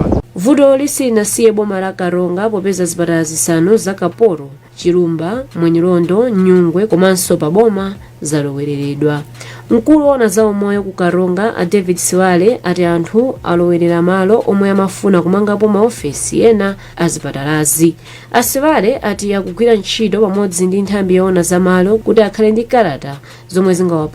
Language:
Nyanja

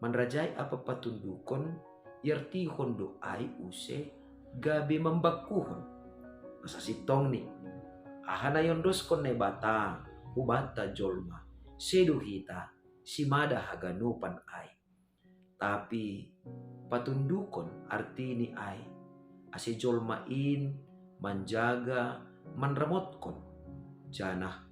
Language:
Batak Simalungun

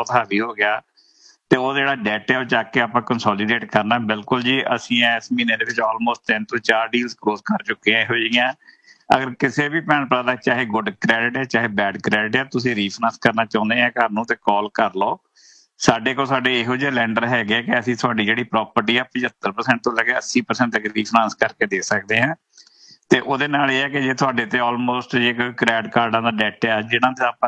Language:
Punjabi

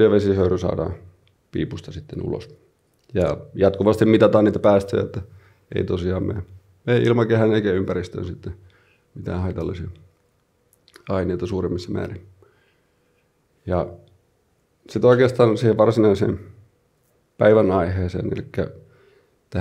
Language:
Finnish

